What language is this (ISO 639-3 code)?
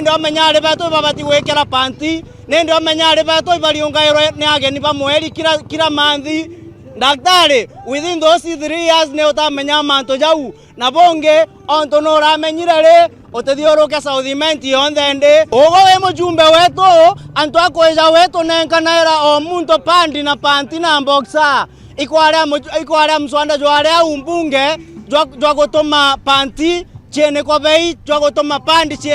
mer